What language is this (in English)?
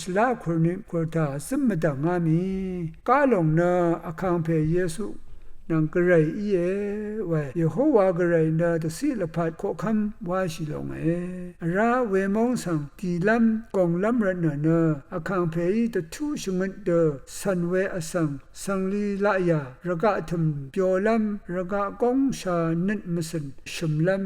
Rawang